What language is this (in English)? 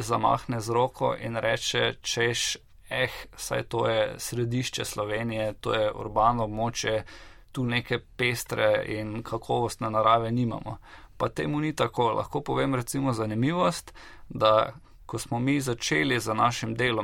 Slovenian